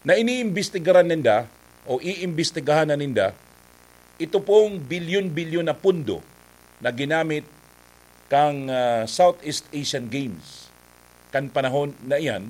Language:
Bikol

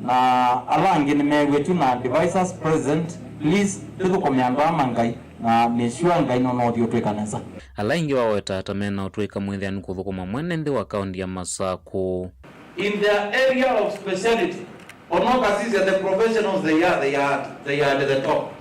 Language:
Kamba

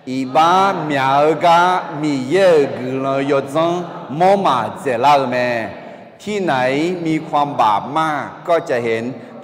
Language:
Akha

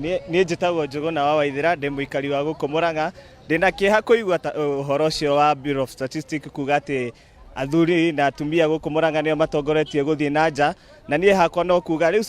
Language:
Kikuyu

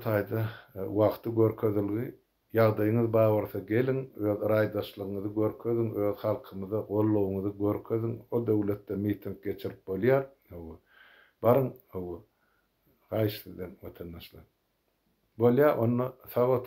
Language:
Turkmen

